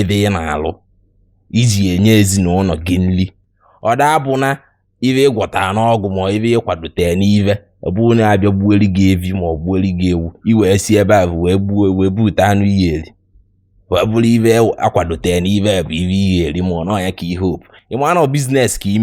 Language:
Igbo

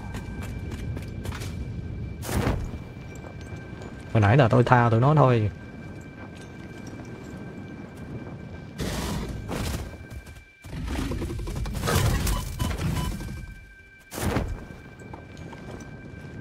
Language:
Vietnamese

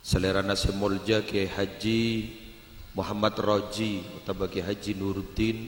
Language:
Madurese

